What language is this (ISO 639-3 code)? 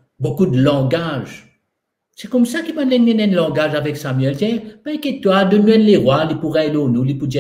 mfe